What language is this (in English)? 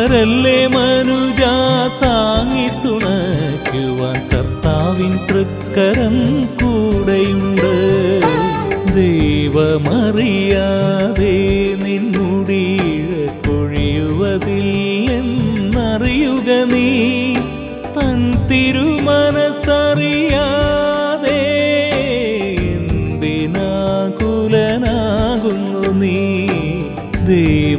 Malayalam